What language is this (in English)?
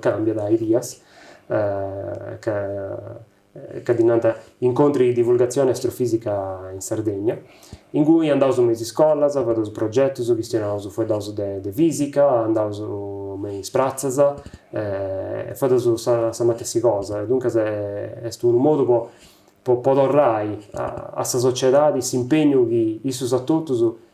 Sardinian